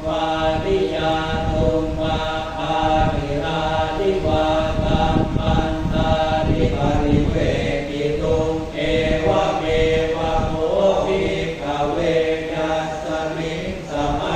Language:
Pali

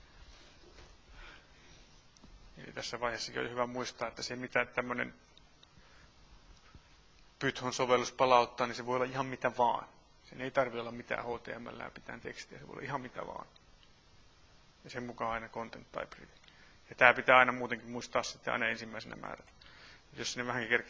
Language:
Finnish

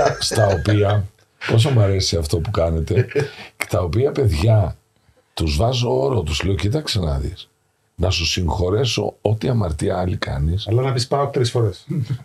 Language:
Greek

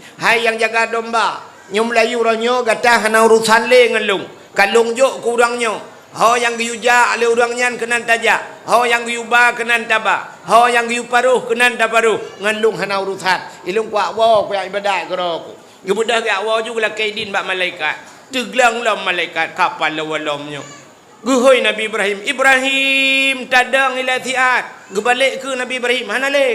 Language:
Achinese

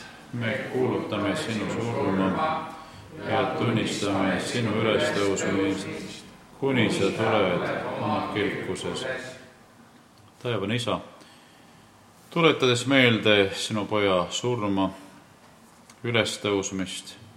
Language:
Estonian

